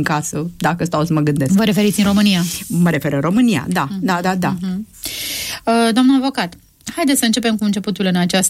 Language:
Romanian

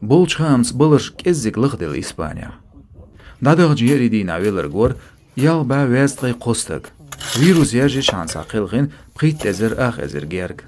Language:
Chechen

